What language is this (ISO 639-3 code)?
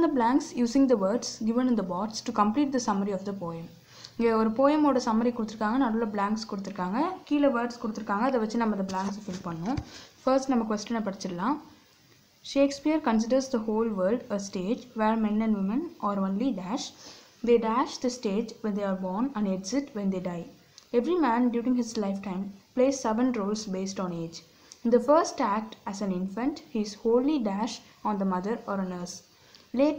tam